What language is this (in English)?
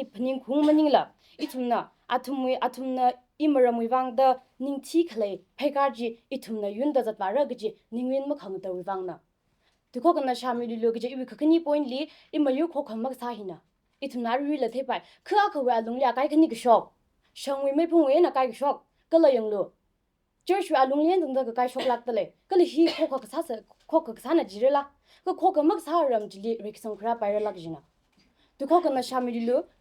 Tangkhul Naga (India)